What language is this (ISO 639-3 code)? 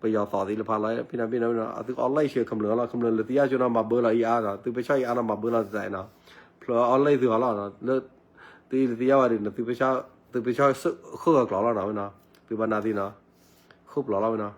ksw